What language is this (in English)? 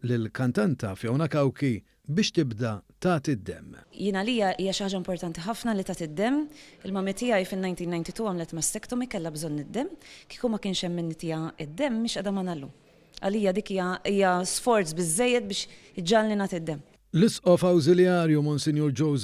Maltese